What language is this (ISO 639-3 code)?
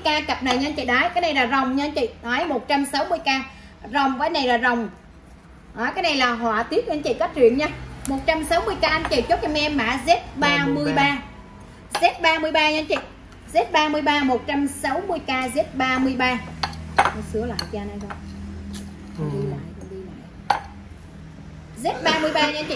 vie